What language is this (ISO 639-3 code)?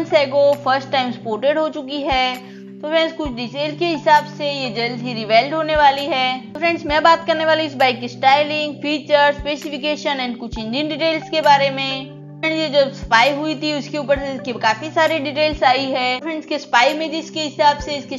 hin